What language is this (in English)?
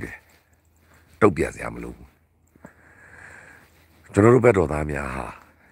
Burmese